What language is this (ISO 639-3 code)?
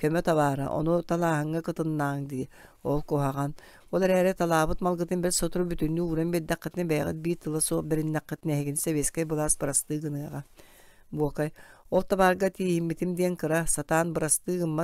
sah